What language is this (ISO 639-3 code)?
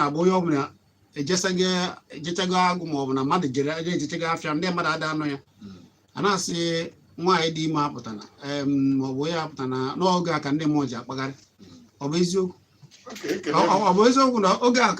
ibo